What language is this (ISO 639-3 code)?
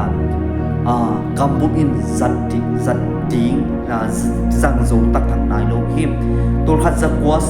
ctd